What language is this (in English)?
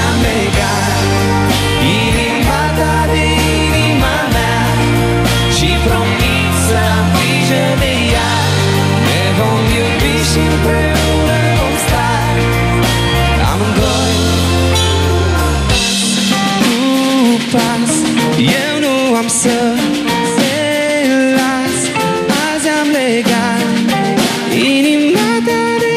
Romanian